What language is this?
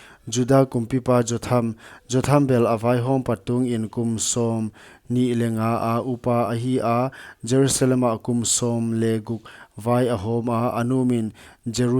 Paite Chin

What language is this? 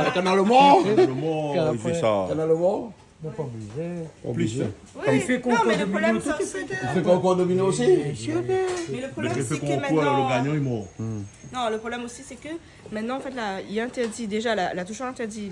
Réunion Creole French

